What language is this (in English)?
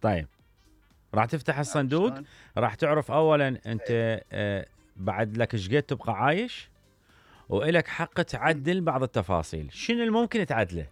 Mesopotamian Arabic